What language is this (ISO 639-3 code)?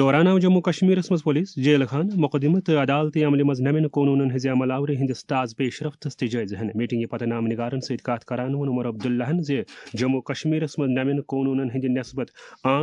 kas